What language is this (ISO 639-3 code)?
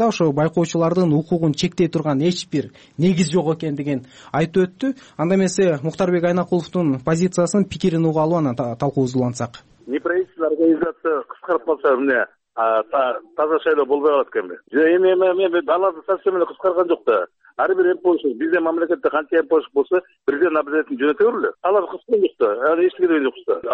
kir